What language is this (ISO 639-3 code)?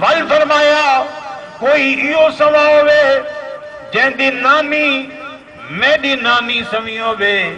skr